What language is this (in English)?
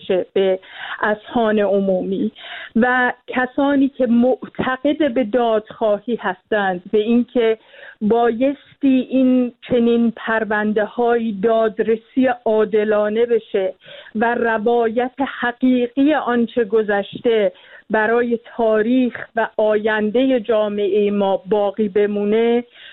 Persian